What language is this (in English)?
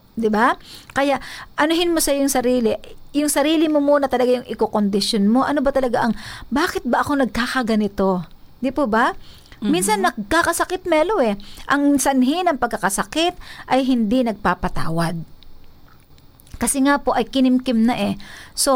Filipino